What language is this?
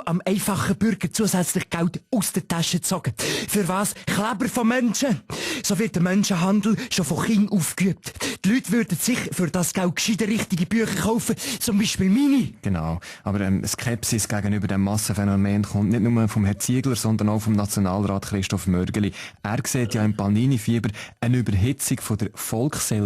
Swiss German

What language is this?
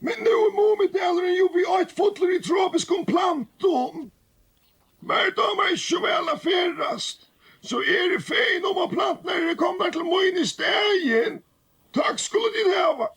Faroese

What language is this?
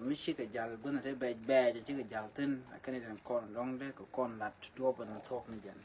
Nuer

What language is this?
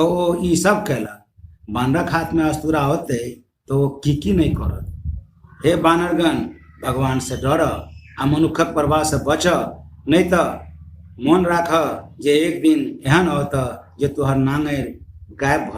Maithili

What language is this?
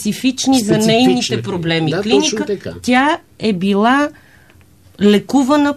Bulgarian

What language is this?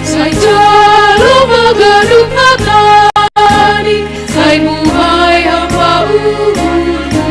Batak Simalungun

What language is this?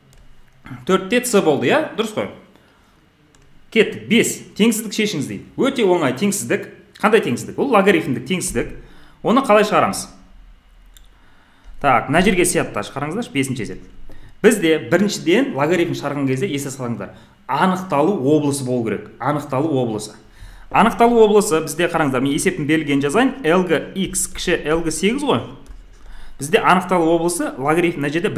Kazakh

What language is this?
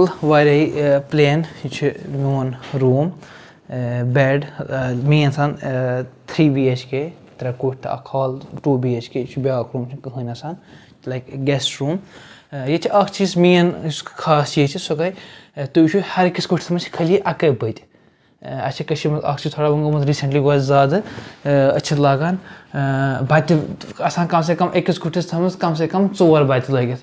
Kashmiri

